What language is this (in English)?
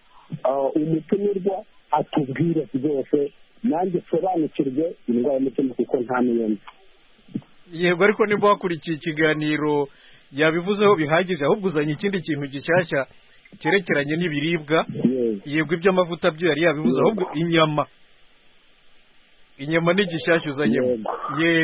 Kinyarwanda